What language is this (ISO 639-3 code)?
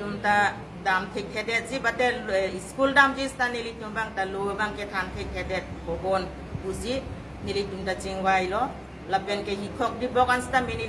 mjw